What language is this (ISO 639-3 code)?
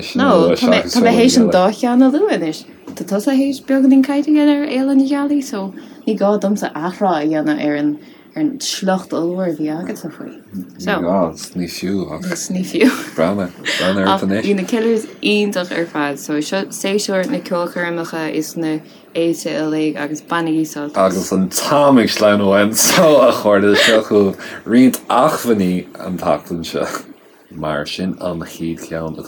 gle